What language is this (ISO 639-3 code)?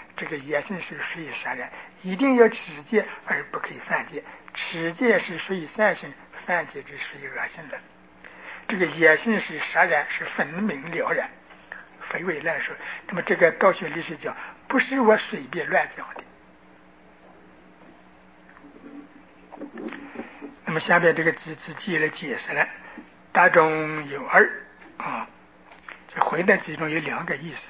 zho